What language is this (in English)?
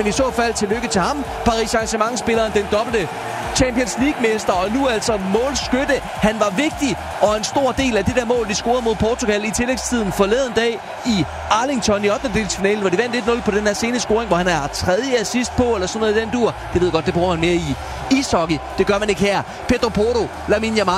Danish